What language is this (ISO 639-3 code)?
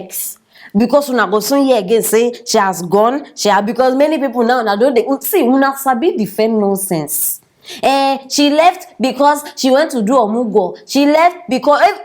pcm